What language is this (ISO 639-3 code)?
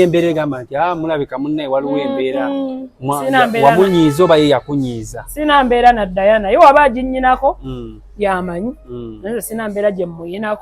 lug